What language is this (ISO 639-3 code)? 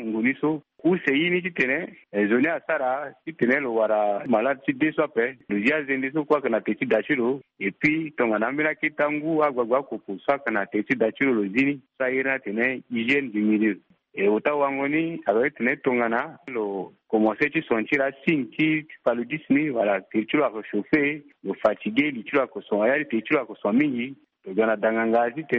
sag